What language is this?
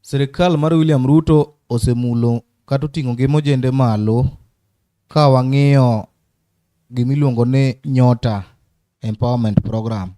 Luo (Kenya and Tanzania)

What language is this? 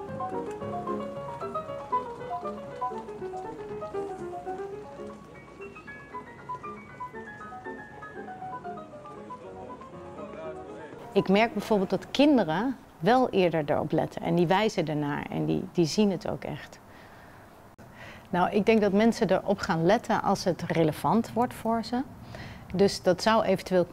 Dutch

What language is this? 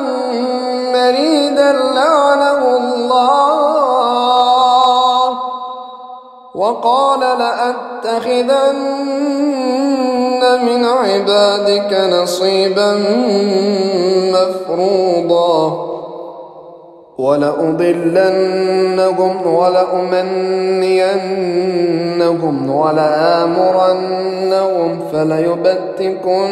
Arabic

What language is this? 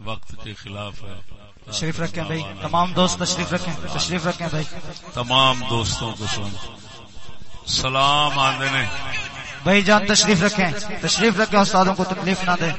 Saraiki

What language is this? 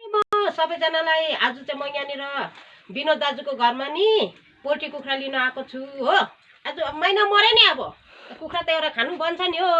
Nepali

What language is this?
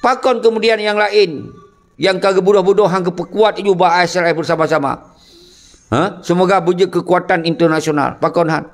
Achinese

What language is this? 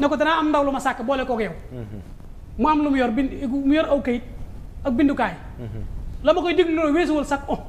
Wolof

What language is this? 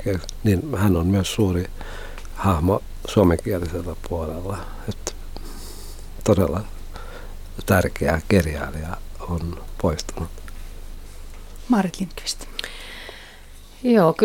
Finnish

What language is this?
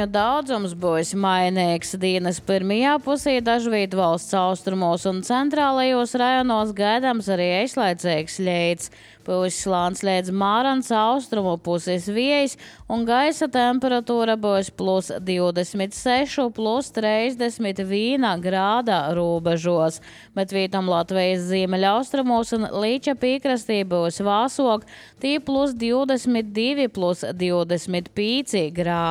Latvian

